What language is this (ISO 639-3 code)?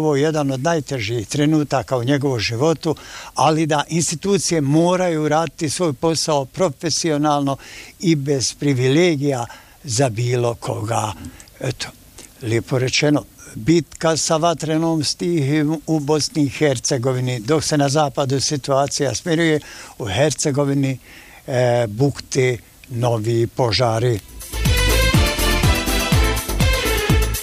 bos